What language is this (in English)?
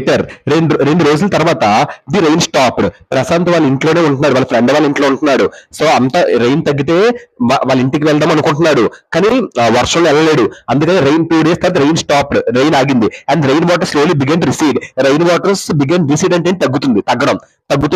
Telugu